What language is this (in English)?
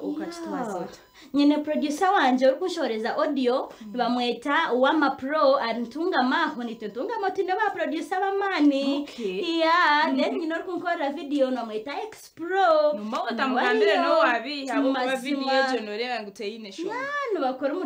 Kinyarwanda